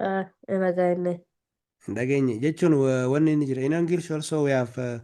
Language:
Oromo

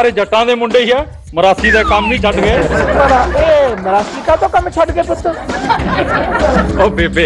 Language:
Punjabi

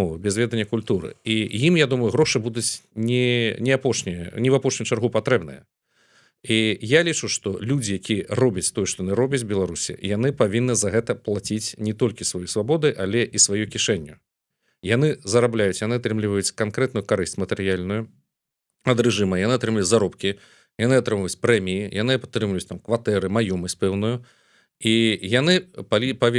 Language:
Belarusian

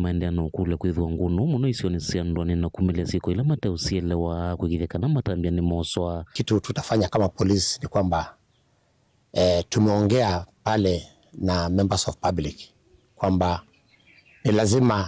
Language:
Kamba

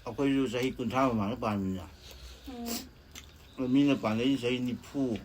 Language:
Manipuri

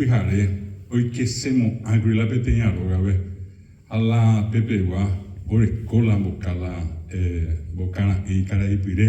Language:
Guarani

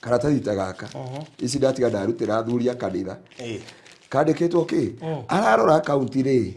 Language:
Kikuyu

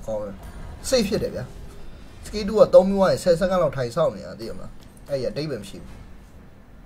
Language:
Burmese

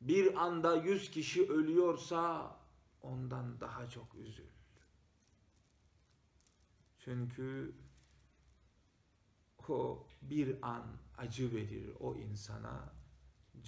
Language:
Turkish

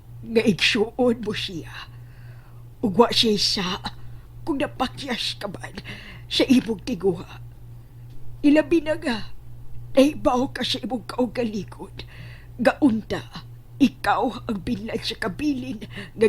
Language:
Cebuano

